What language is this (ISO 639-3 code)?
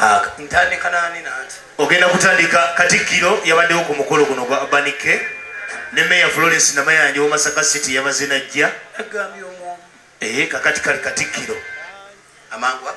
lug